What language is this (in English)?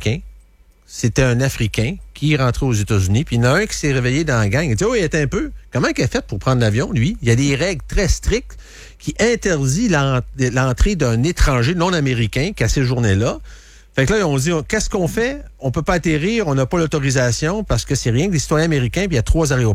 French